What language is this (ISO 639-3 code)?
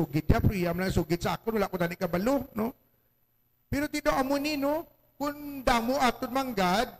hil